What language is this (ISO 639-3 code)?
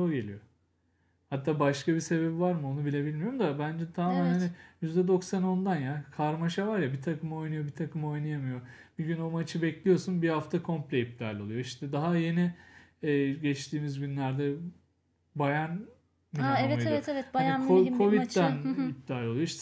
tur